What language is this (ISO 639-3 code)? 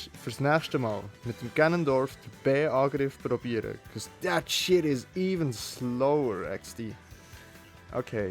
gsw